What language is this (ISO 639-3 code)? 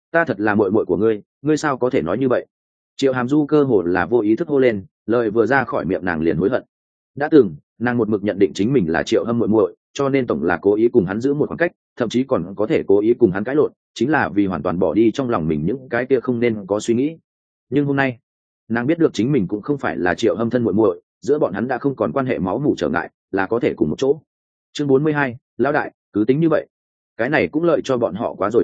vie